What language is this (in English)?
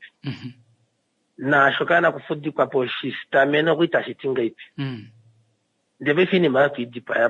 Kuanyama